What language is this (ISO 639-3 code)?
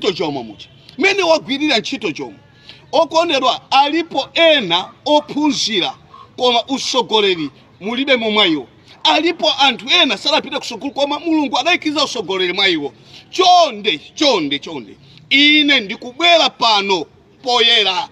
nya